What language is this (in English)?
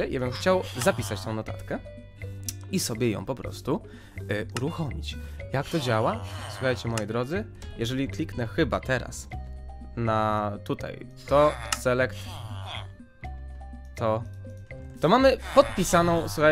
Polish